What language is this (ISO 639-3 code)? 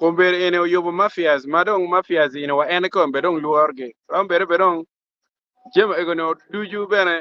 ach